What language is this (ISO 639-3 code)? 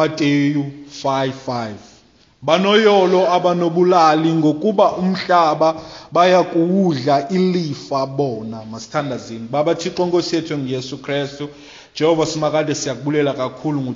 xho